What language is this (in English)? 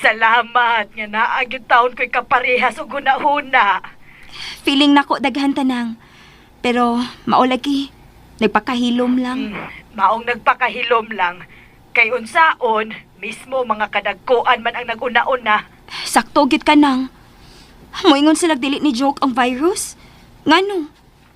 Cebuano